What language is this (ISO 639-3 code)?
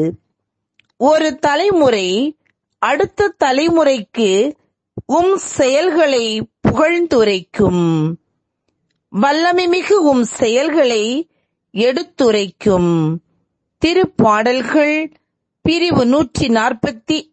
tam